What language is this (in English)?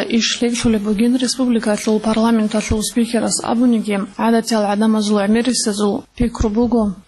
Avaric